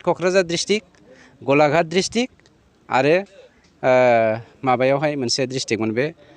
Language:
Bodo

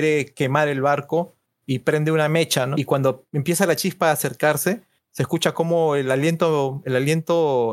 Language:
Spanish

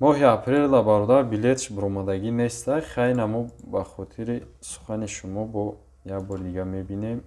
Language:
Tajik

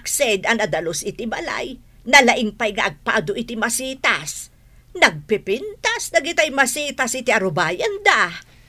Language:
Iloko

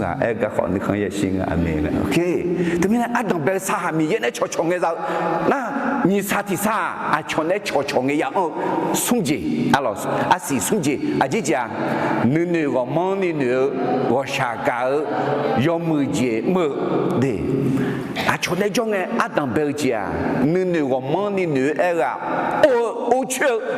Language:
Akha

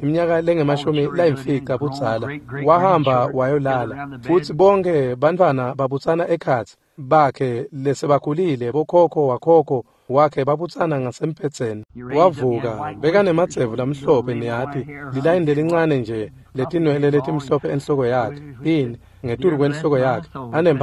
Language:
Swati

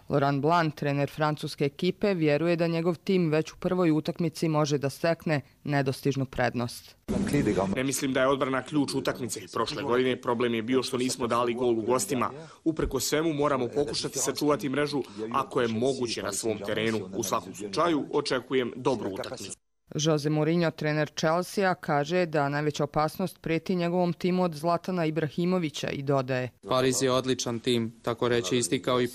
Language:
Croatian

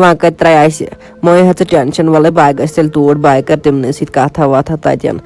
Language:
Kashmiri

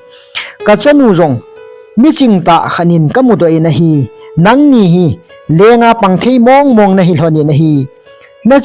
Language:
Thado Chin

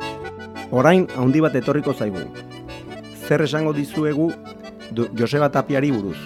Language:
Basque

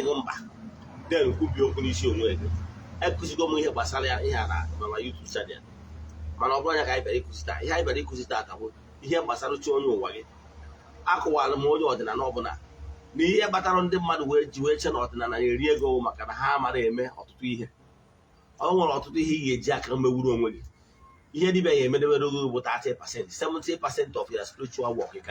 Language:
Igbo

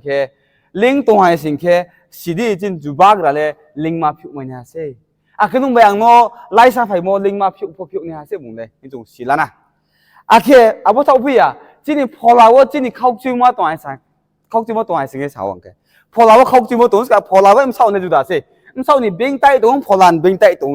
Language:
Riang (India)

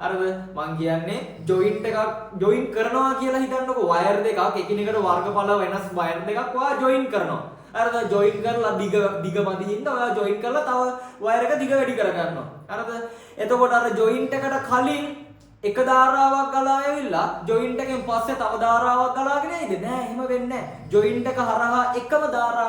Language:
Sinhala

